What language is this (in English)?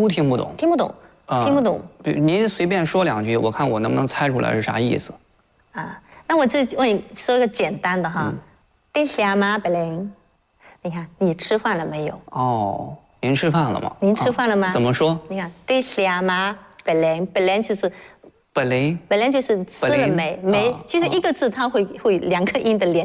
Chinese